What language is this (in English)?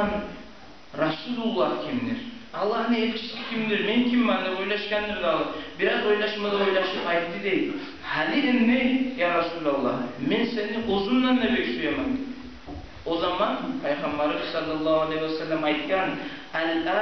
Kumyk